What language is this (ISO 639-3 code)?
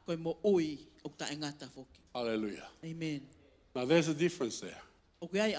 ton